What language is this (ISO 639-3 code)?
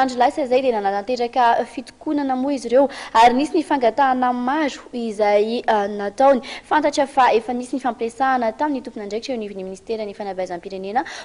mlg